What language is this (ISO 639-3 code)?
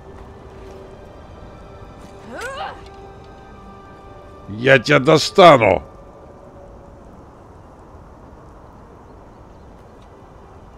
rus